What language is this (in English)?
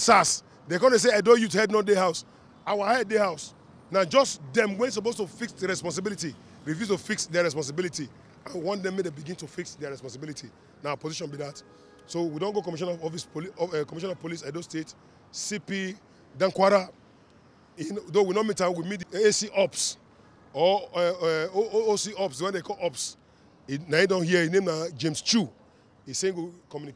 Nigerian Pidgin